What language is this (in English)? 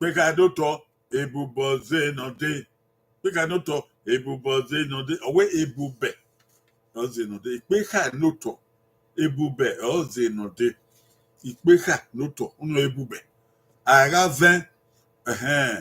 Bini